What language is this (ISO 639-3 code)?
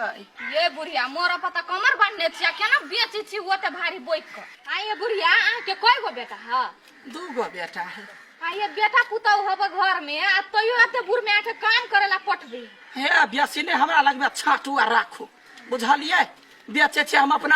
mai